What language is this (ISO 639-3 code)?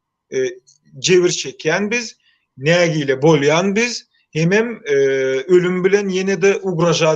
tuk